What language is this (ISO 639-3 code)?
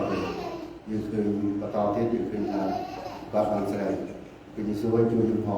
khm